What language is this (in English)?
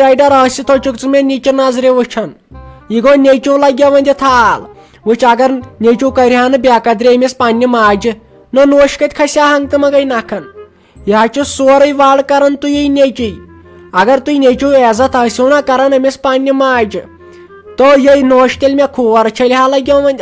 Kashmiri